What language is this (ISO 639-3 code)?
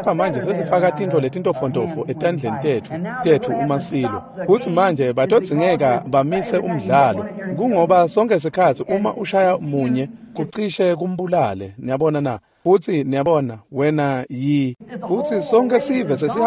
ssw